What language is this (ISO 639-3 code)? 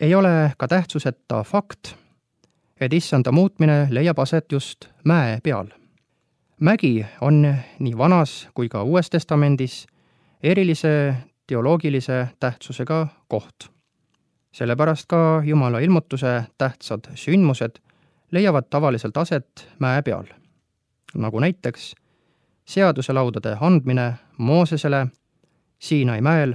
est